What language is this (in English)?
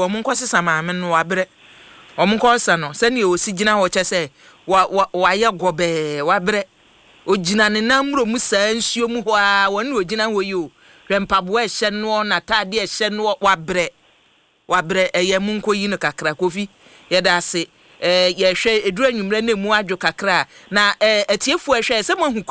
Akan